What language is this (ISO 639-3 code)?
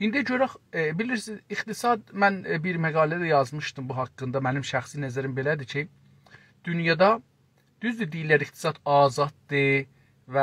azb